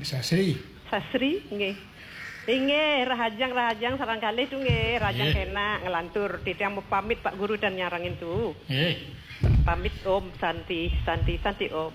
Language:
Balinese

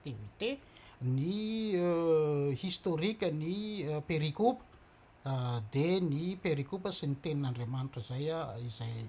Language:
Malagasy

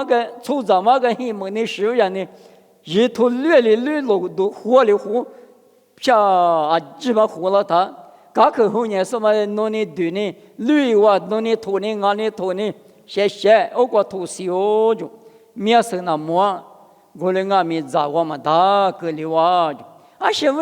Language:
Lisu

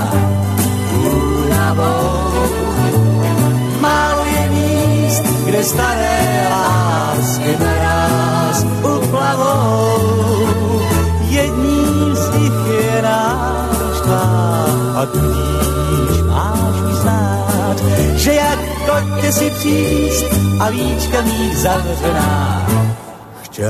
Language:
Czech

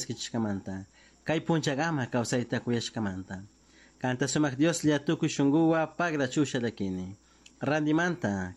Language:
Chimborazo Highland Quichua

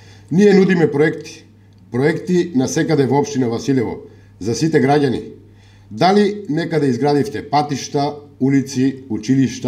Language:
Macedonian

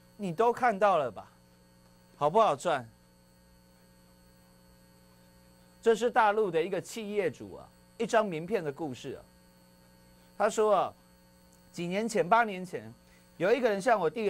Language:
Chinese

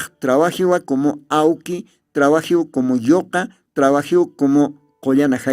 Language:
Aymara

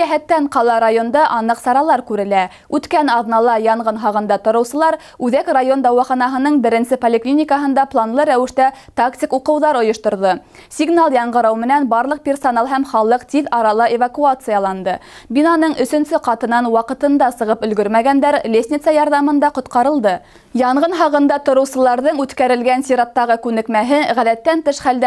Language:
Bashkir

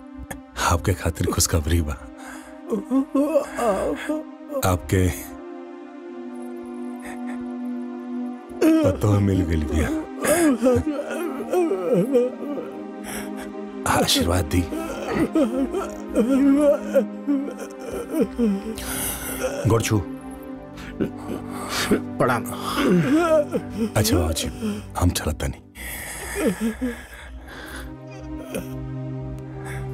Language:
Bhojpuri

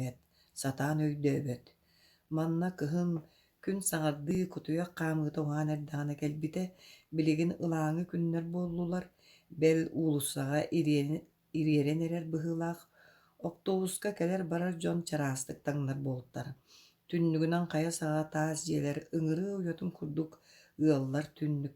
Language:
Yakut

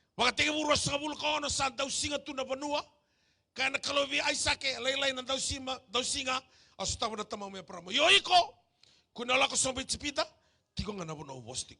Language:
Fijian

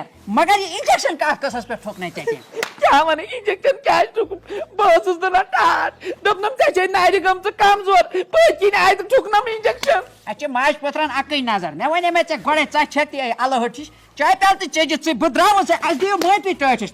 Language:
Kashmiri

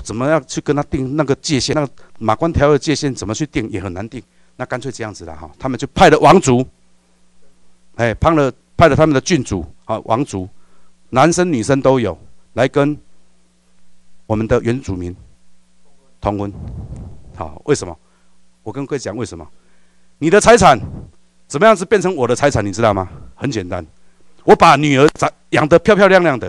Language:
Chinese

